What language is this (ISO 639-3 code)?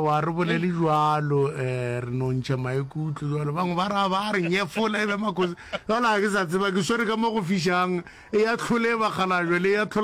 nso